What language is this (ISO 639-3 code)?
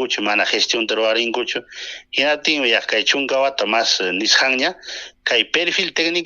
quy